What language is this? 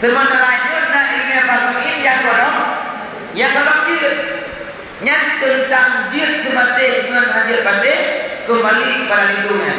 Achinese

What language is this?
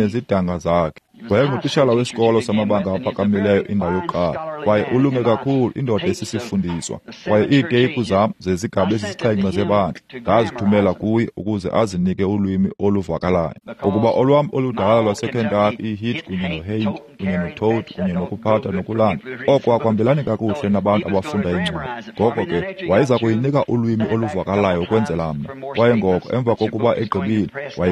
Xhosa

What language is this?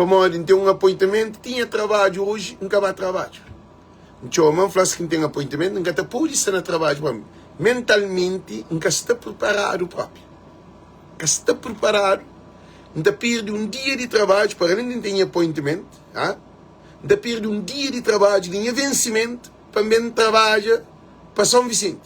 Kabuverdianu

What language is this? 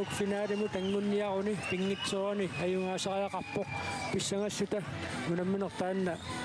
Kalaallisut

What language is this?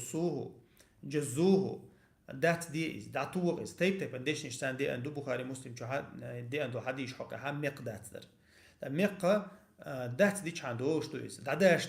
Chechen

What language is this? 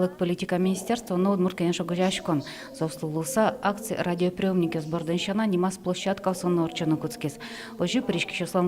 Udmurt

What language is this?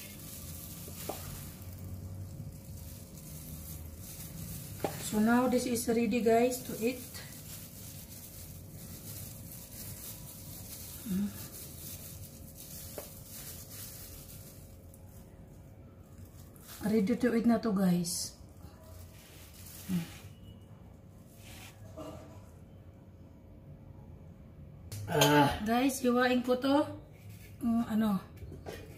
Filipino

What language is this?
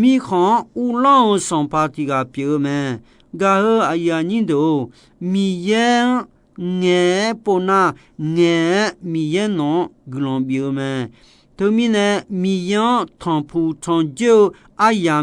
Akha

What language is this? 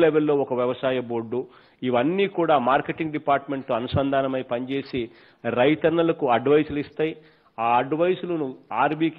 Telugu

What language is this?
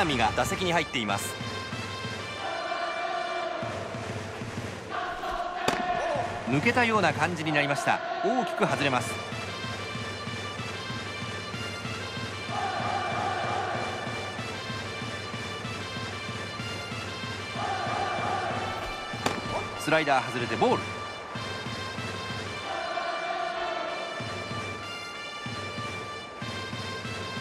Japanese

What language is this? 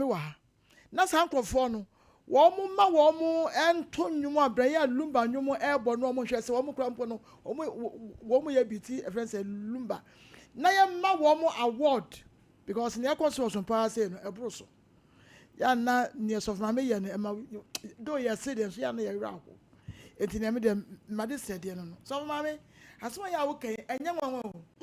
Akan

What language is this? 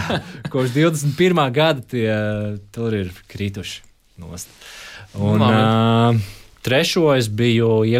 Latvian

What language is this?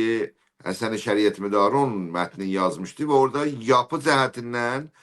South Azerbaijani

